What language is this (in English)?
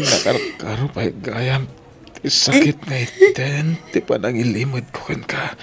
Iloko